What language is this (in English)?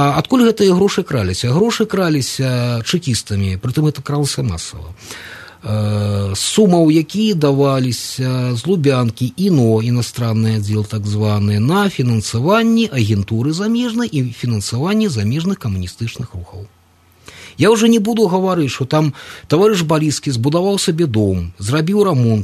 Belarusian